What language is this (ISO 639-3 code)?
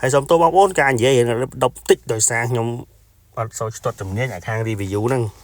khm